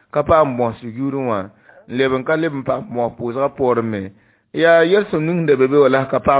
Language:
Mossi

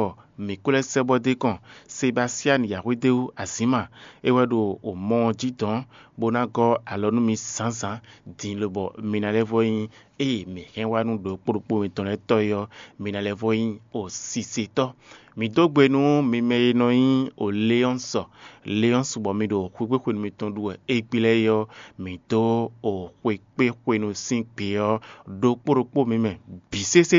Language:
Fon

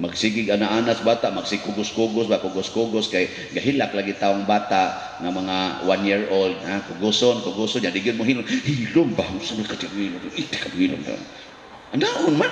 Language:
Cebuano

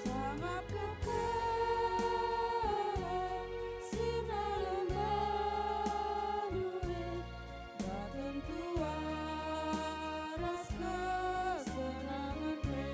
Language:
Batak Karo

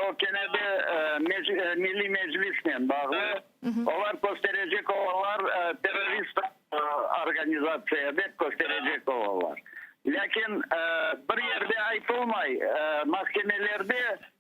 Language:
Crimean Tatar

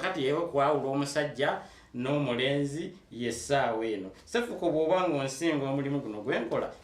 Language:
Ganda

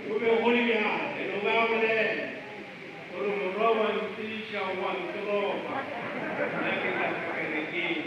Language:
Northern Sotho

